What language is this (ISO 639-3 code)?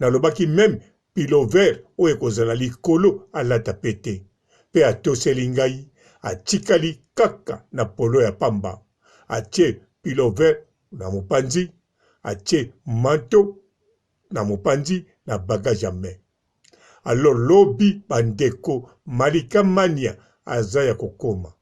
lin